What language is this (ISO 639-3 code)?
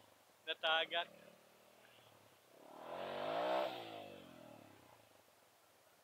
fil